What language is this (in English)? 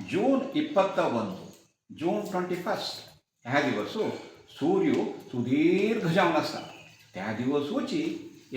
Konkani